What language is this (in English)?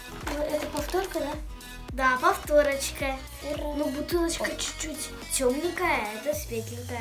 Russian